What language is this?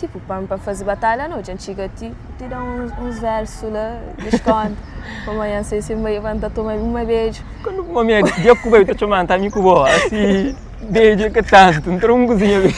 Kabuverdianu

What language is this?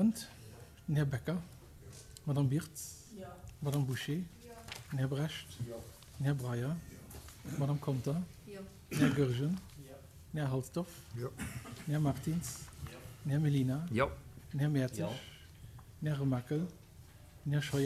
Luxembourgish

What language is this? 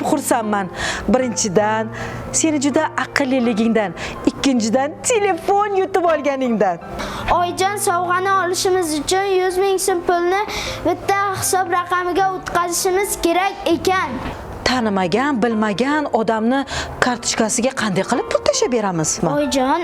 Uzbek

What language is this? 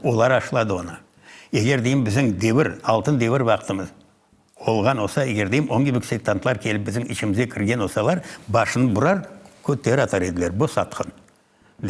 Crimean Tatar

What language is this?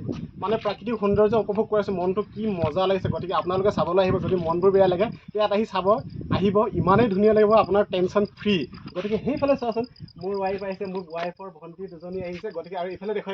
Assamese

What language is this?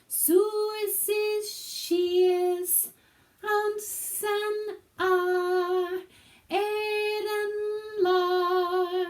Scottish Gaelic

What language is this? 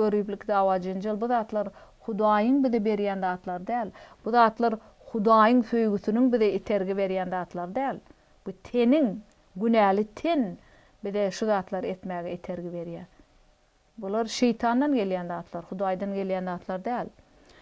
Turkmen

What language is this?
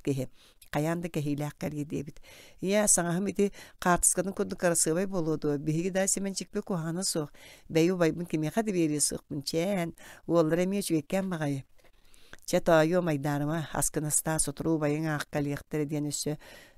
Yakut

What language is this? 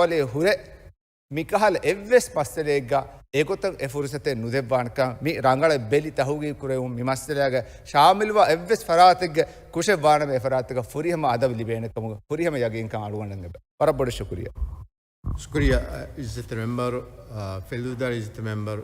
Divehi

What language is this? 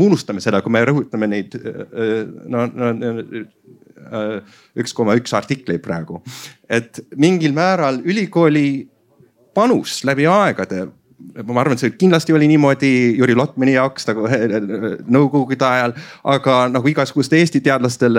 Estonian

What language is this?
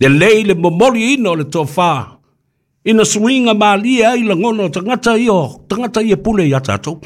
Samoan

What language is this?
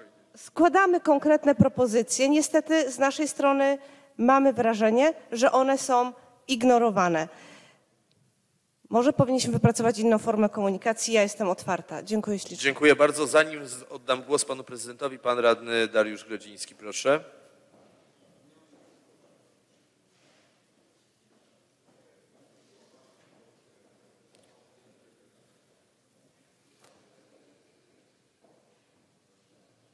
Polish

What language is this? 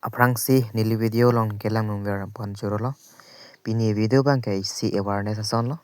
Karbi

